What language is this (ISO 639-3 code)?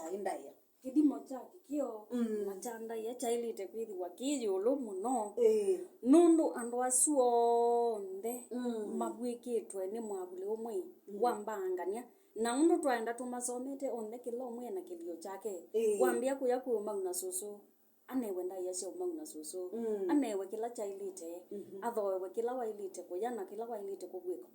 kam